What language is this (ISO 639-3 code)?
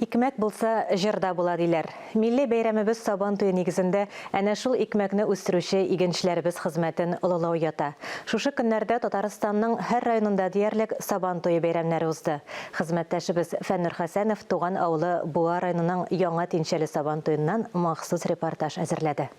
tat